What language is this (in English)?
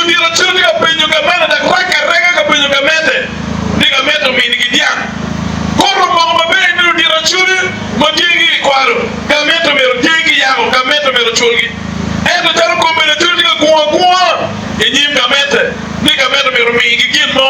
Acoli